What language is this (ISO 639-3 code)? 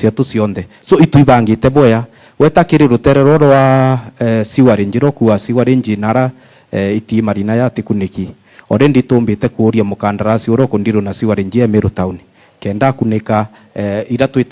mer